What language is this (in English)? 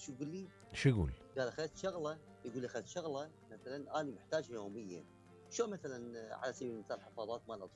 Mesopotamian Arabic